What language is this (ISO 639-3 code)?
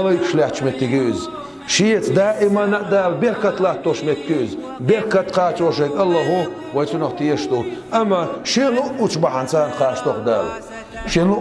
che